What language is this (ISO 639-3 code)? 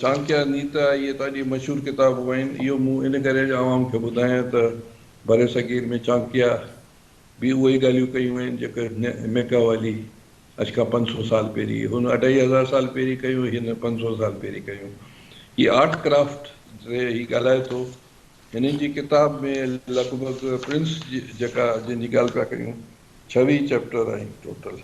snd